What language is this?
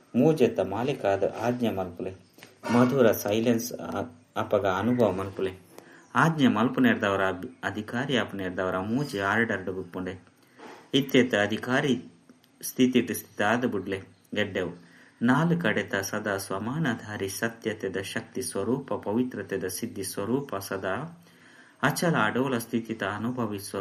Tulu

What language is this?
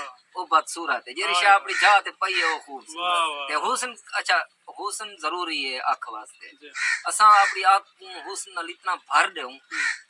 Saraiki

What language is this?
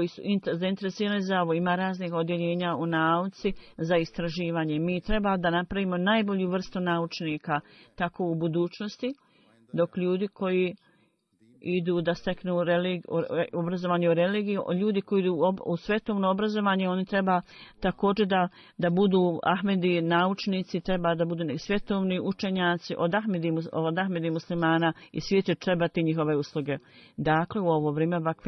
Bosnian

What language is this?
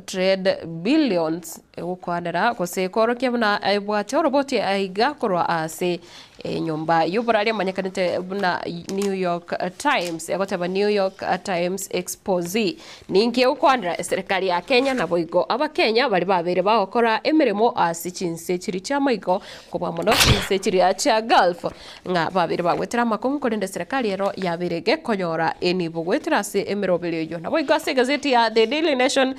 Gusii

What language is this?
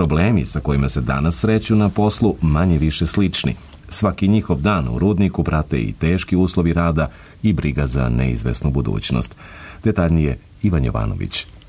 Serbian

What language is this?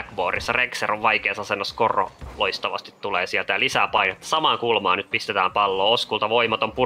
Finnish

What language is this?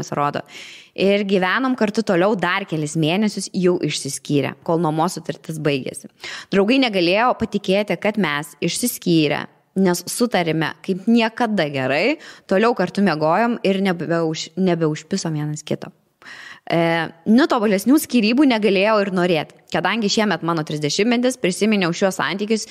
Lithuanian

